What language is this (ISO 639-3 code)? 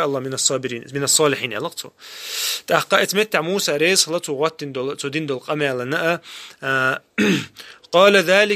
che